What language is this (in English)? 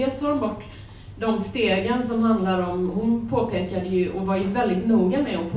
Swedish